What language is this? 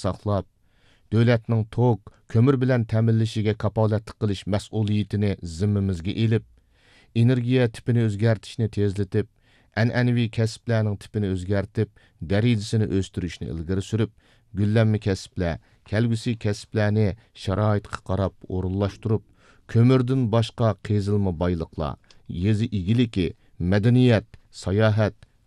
Uyghur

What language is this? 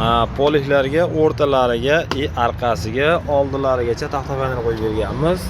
Uzbek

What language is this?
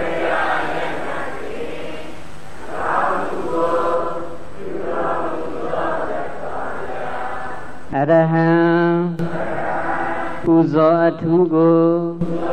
Burmese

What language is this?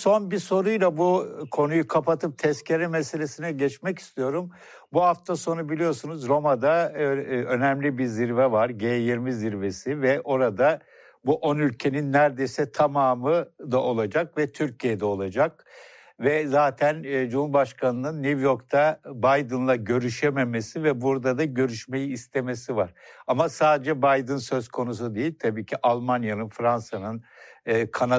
Turkish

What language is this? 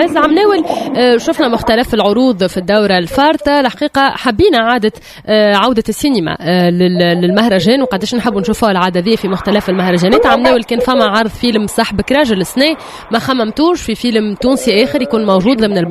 Tunisian Arabic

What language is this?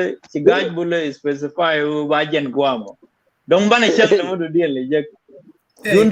Nuer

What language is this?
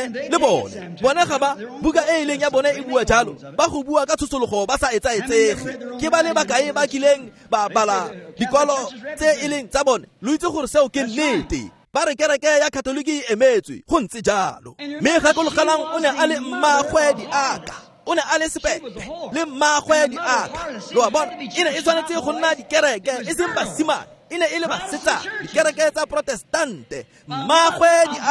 Tswana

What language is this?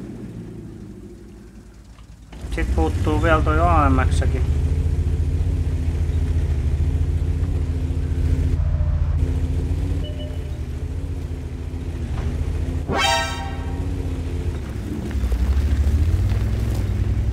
Finnish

